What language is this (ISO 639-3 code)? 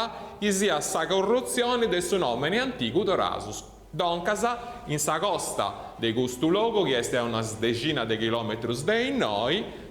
srd